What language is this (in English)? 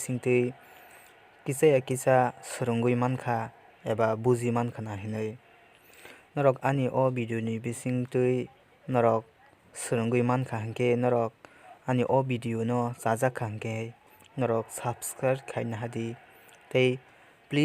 Kok Borok